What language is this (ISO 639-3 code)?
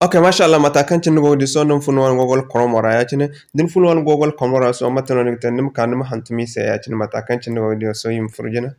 dje